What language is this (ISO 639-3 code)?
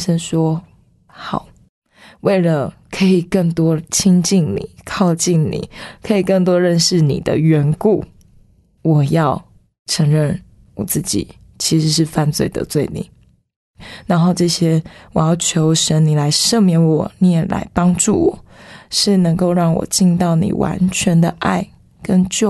zho